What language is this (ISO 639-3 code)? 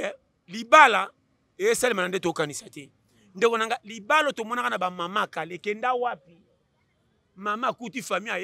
lin